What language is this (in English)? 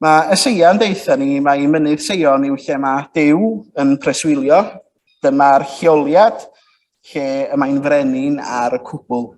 Welsh